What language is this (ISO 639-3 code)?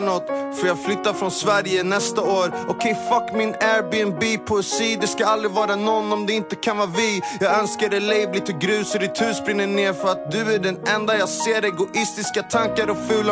swe